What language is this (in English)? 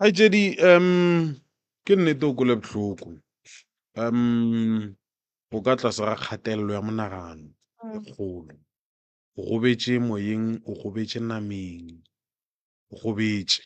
Northern Sotho